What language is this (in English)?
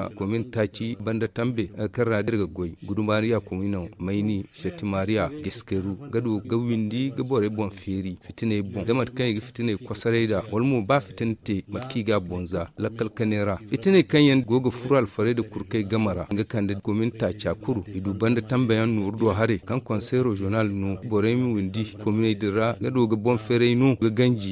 Zarma